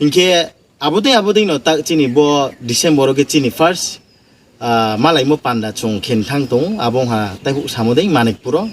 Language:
Riang (India)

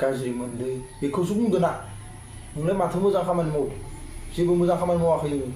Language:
Bodo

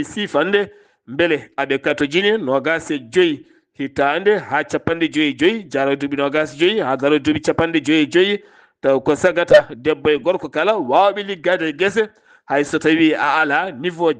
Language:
Fula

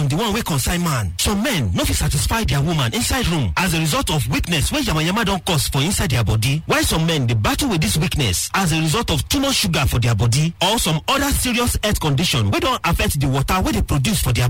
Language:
Nigerian Pidgin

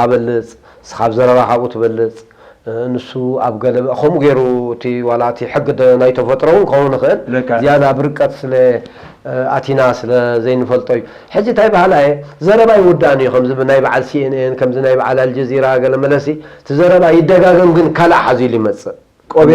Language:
Tigrinya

